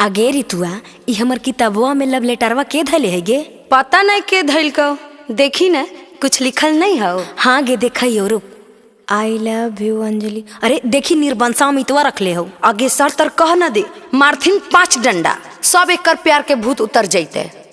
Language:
Magahi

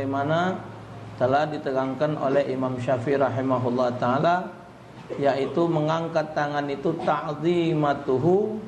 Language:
Musi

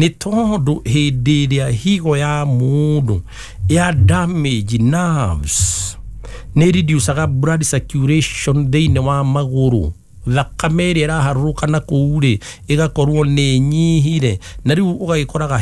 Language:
Kikuyu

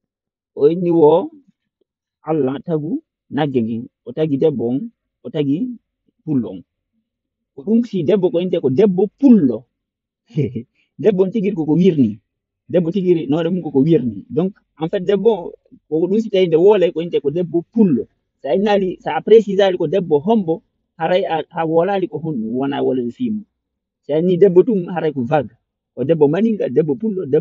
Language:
Fula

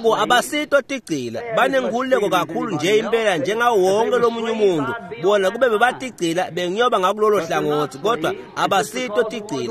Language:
Swati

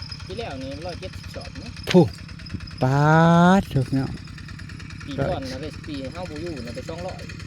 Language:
Northeastern Thai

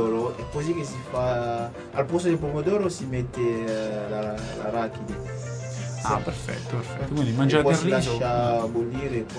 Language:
Italian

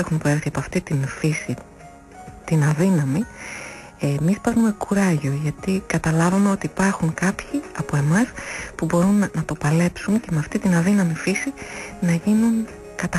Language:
Greek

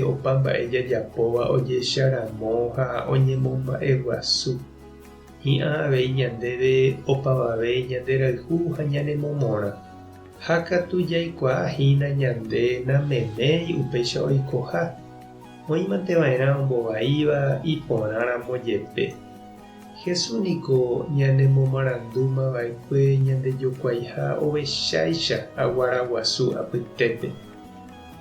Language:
Guarani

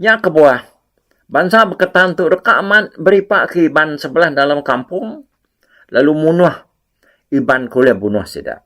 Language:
Iban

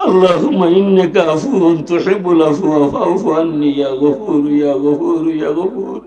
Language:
Sylheti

